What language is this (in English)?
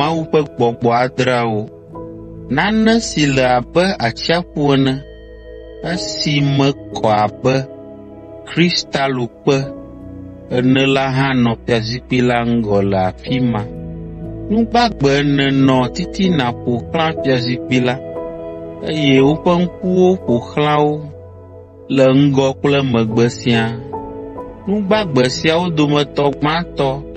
Ewe